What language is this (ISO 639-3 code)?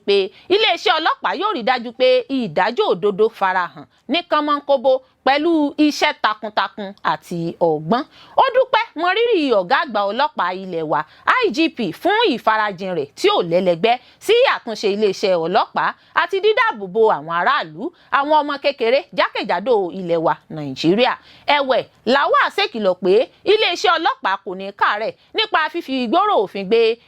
yor